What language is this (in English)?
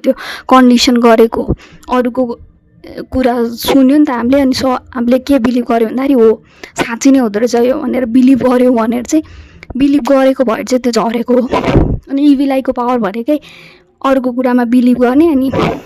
Nepali